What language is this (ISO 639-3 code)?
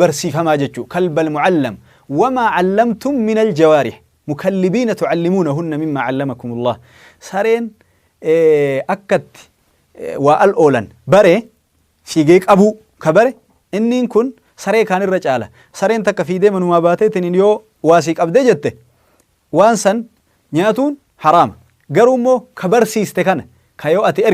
orm